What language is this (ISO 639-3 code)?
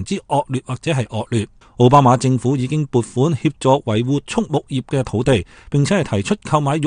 yue